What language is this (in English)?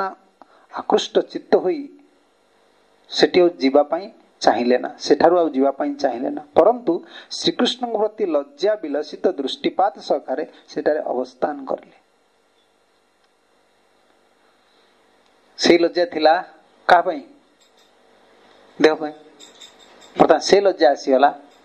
Odia